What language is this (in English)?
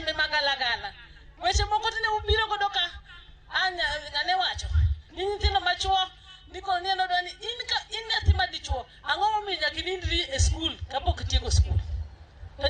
Luo (Kenya and Tanzania)